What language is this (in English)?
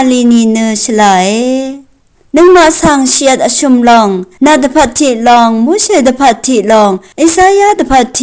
Rawang